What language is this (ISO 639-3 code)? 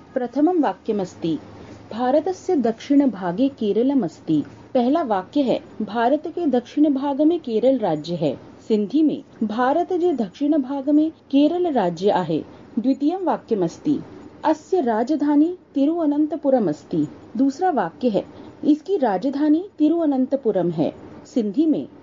san